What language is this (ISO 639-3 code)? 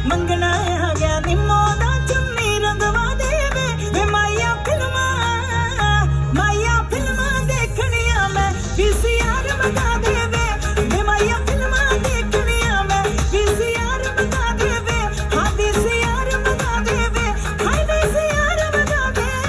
pan